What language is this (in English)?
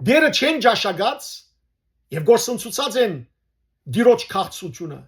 Western Armenian